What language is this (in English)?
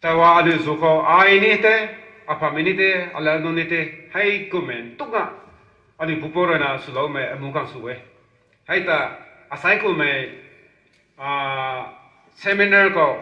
Rongmei Naga